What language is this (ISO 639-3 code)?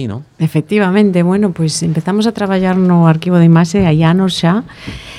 glg